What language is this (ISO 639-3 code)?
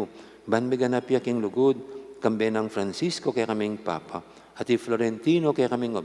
pam